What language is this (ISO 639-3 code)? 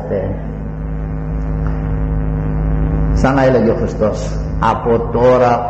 ell